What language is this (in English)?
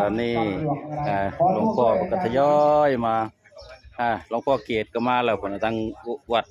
Northeastern Thai